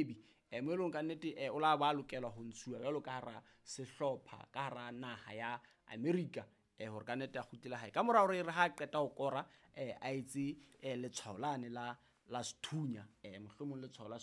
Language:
Southern Sotho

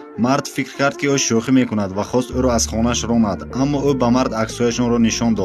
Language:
Tajik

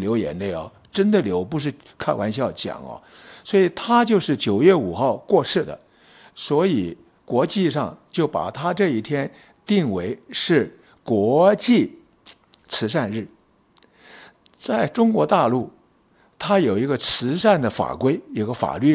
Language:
Chinese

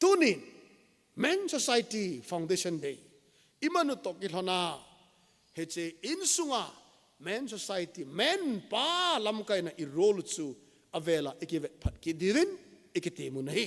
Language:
Thado Chin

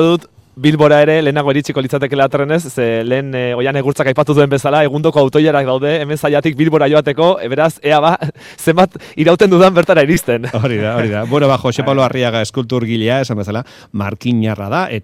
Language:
Basque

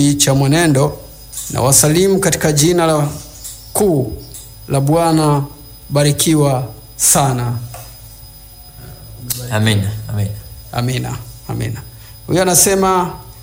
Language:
Swahili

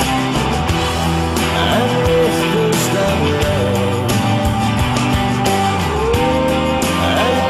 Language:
Icelandic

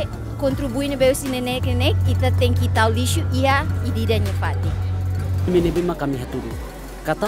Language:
Tetum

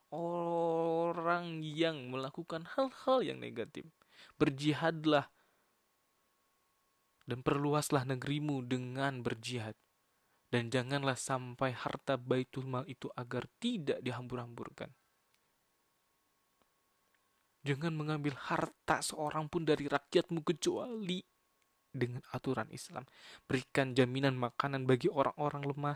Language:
Indonesian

